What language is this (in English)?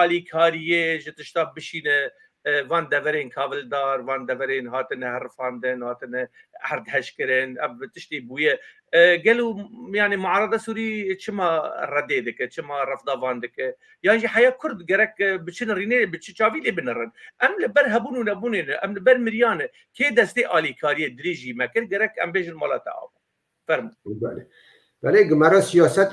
Kurdish